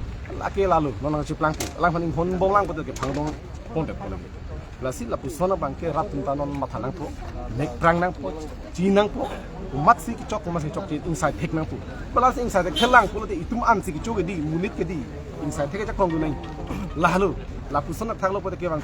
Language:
Karbi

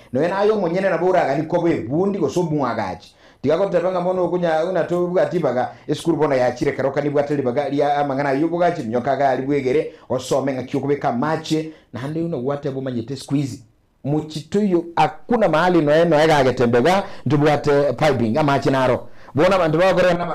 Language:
Gusii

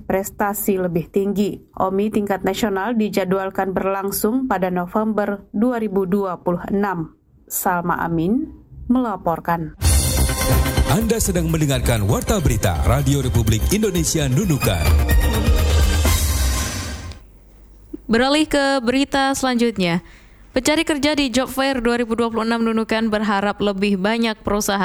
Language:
Indonesian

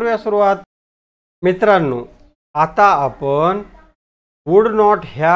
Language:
Marathi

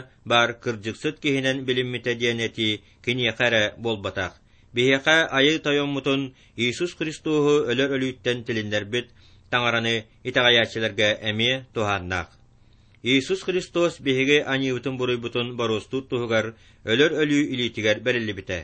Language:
Yakut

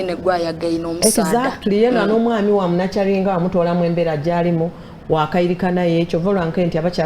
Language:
Soga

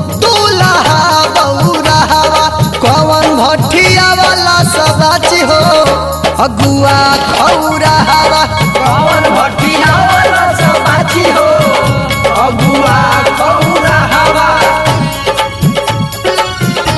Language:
Bhojpuri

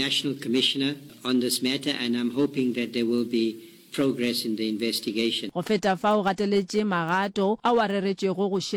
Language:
Northern Sotho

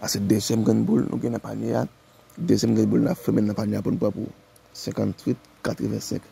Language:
Haitian Creole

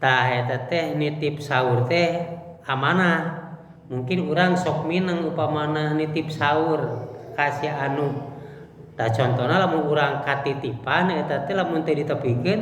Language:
Sundanese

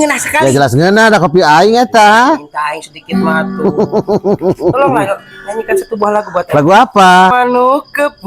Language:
Sundanese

